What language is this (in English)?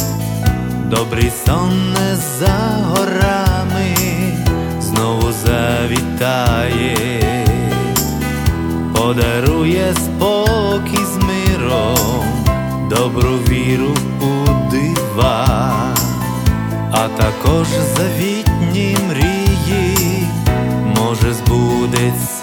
Ukrainian